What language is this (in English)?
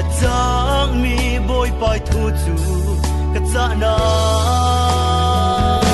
Falam Chin